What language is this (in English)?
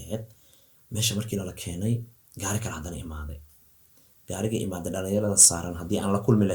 Somali